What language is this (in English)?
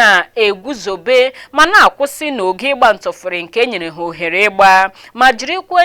Igbo